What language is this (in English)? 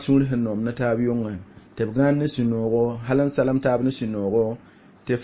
Mossi